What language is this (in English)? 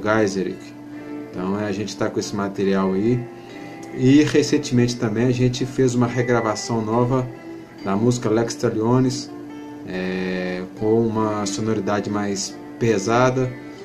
Portuguese